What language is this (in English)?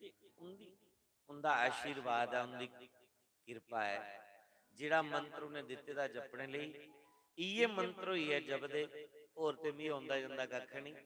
Dogri